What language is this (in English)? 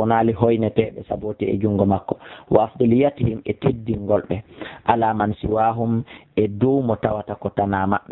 Fula